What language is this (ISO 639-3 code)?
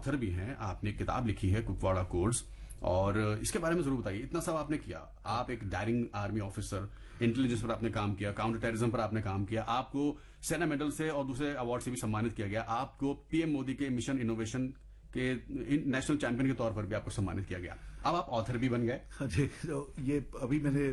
hin